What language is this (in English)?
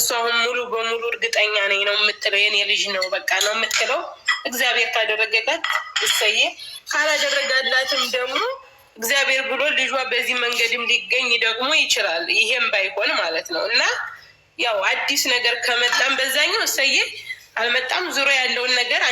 Amharic